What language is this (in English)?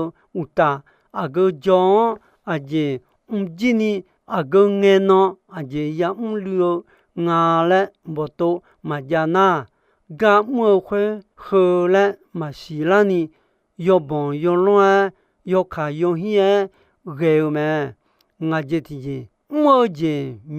Akha